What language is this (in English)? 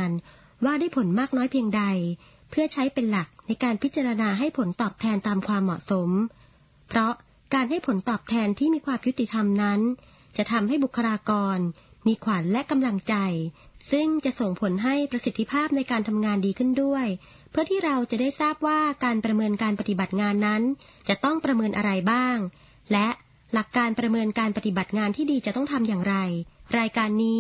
Thai